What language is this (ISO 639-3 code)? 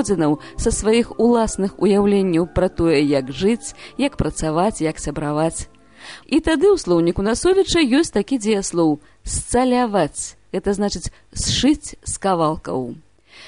bel